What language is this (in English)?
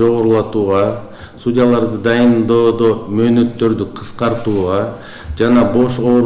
Kyrgyz